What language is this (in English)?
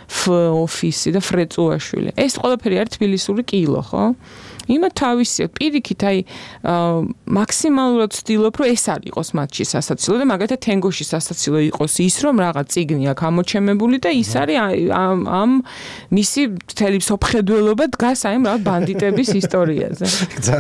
Georgian